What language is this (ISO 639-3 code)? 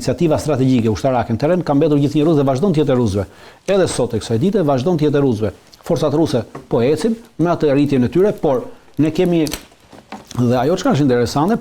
sqi